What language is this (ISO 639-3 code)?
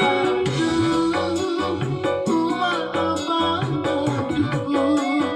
bjn